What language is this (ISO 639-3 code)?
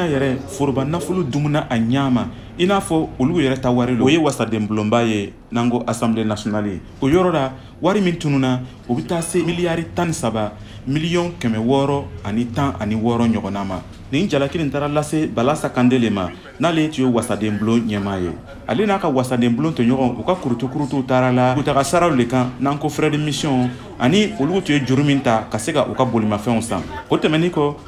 bam